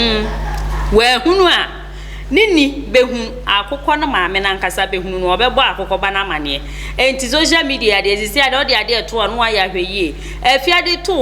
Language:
Akan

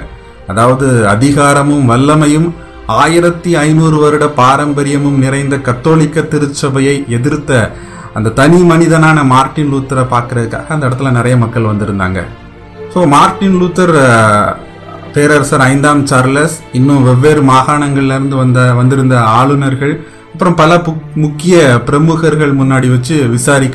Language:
Tamil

